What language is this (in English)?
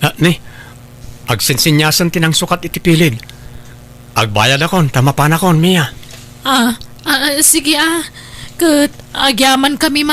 Iloko